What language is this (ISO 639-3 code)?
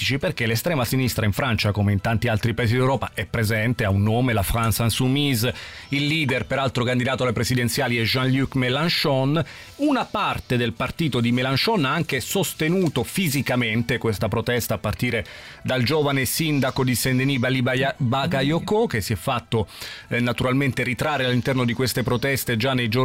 ita